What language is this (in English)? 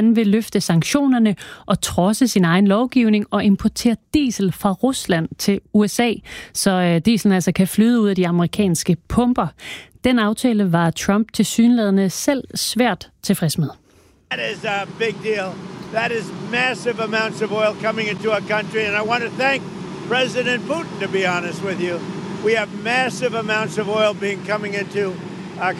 Danish